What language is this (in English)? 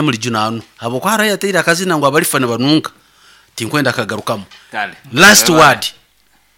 Nyoro